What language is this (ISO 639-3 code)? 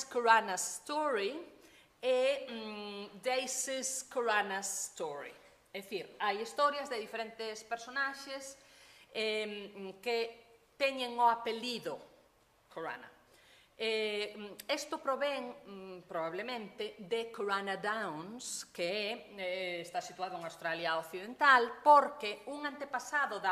glg